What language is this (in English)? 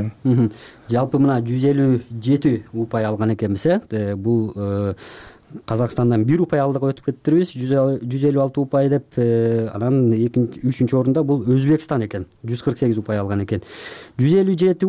Kyrgyz